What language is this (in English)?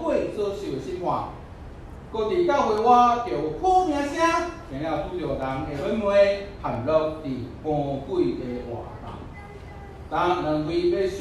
Min Nan Chinese